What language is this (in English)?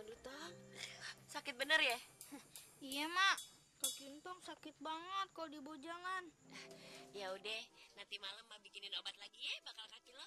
Betawi